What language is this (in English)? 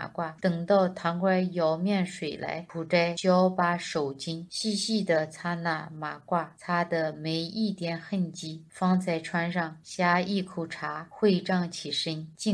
Chinese